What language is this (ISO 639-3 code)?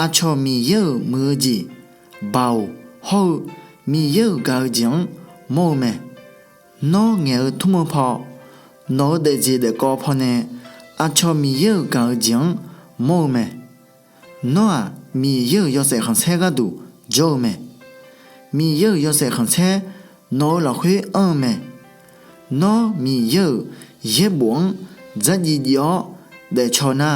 ahk